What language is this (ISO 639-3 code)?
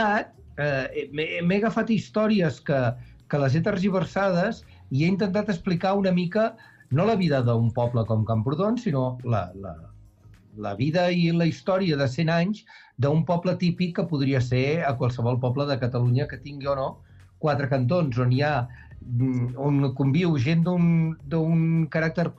cat